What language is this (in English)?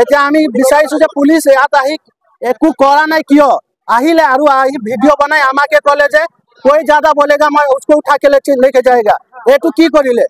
Assamese